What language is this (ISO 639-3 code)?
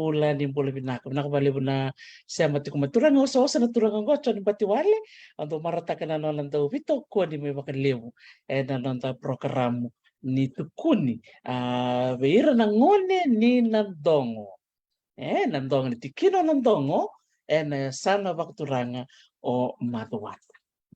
fij